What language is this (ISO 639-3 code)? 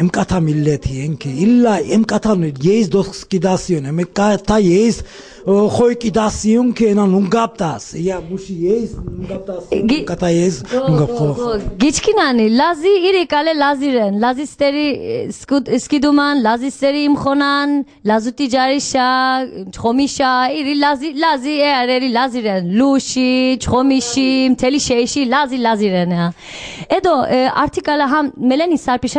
lzz